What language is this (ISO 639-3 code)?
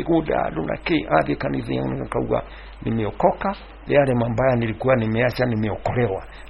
kik